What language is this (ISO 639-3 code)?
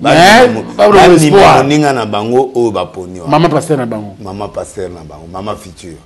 lin